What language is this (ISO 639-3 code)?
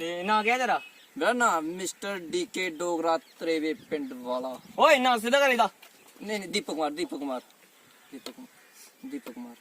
doi